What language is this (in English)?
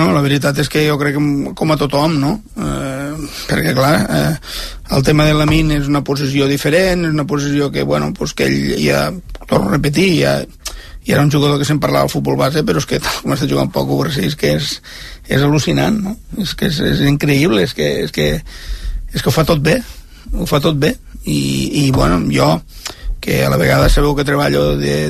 Catalan